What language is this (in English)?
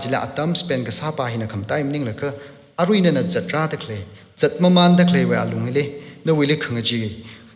Tangkhul Naga (India)